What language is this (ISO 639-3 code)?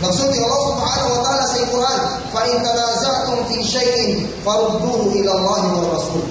ceb